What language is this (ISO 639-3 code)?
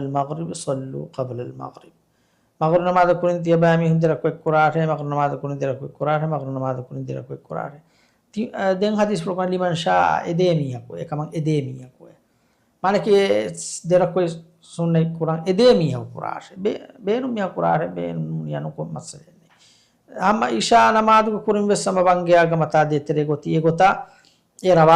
div